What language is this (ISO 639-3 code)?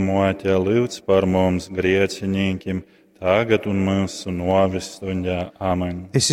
ltg